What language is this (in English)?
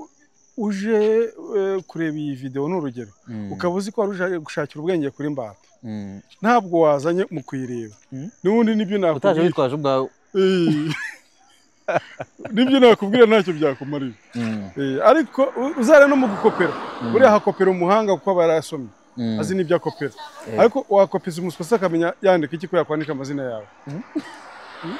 Kinyarwanda